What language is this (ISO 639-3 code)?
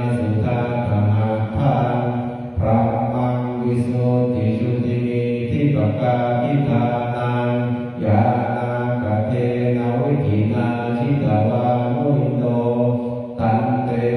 pli